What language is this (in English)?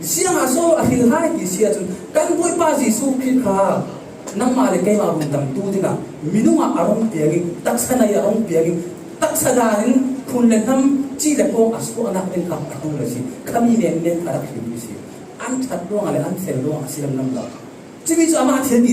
Falam Chin